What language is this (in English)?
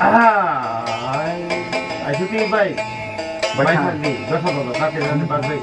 Kok Borok